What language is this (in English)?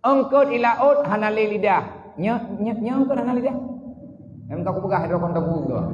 Achinese